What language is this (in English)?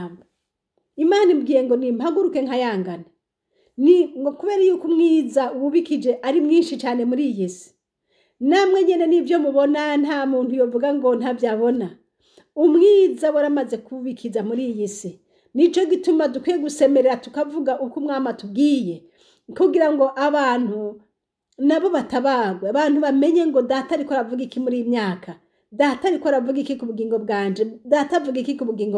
Rundi